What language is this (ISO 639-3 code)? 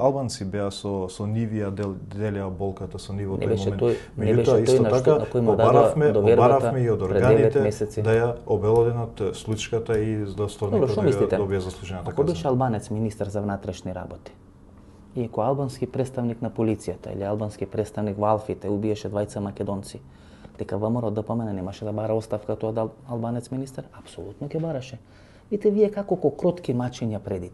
mkd